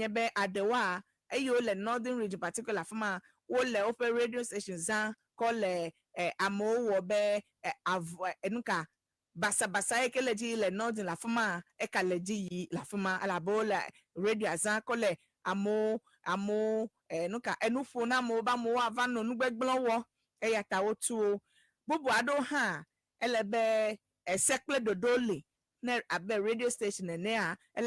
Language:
Ewe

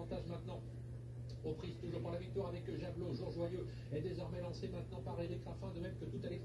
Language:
French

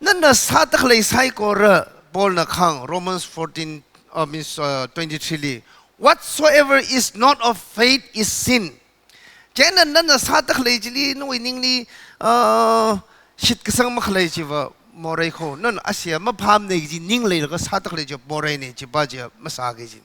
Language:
Tangkhul Naga (India)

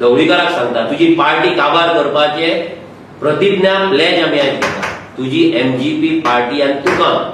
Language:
Konkani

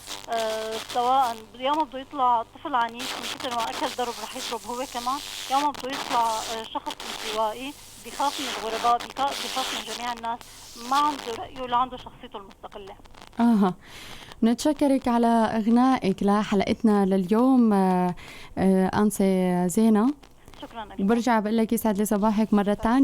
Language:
North Levantine Arabic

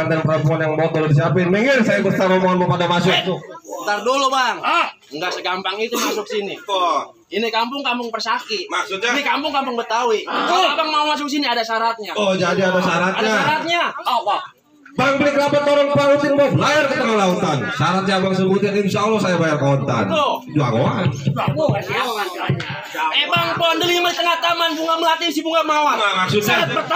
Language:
Betawi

